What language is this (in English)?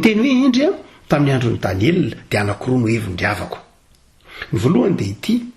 Malagasy